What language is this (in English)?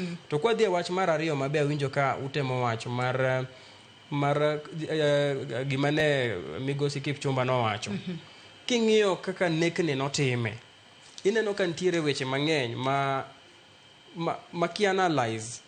Luo (Kenya and Tanzania)